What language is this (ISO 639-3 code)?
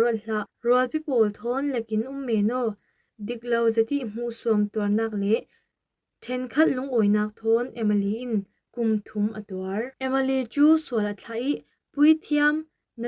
cfm